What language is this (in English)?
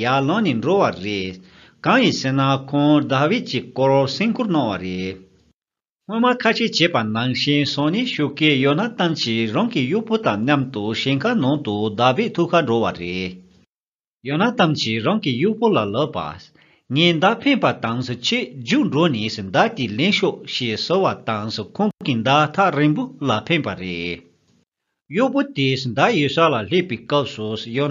Tibetan